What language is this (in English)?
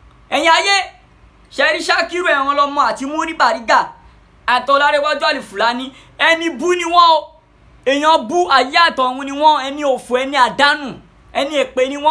Yoruba